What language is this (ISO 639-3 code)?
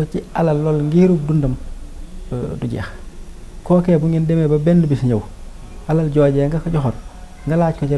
wol